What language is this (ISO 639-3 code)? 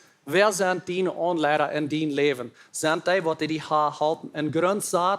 pdt